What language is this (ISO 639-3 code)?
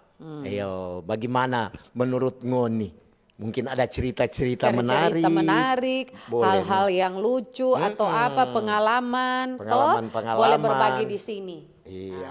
xmm